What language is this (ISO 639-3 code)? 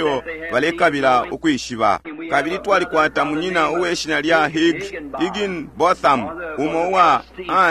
bem